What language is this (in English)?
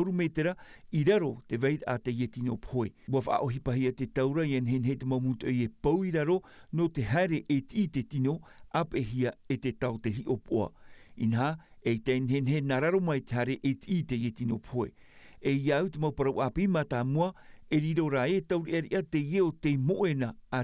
Tahitian